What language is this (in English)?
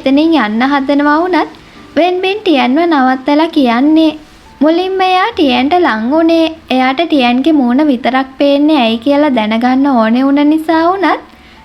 Sinhala